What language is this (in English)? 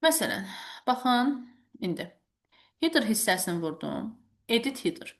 Azerbaijani